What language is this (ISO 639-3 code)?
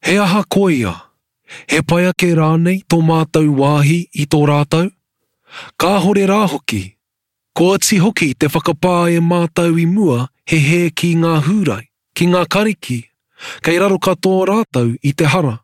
mri